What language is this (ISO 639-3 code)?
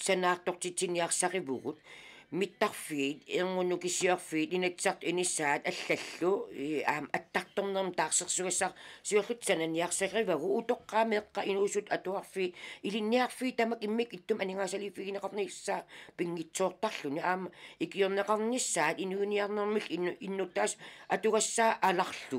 kal